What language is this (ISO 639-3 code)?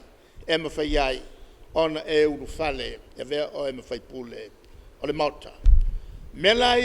smo